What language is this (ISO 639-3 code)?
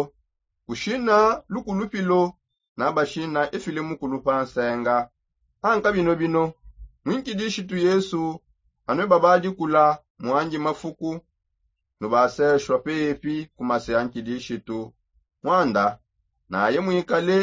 sop